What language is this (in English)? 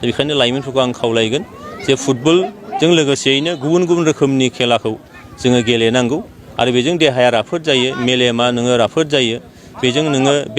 Bodo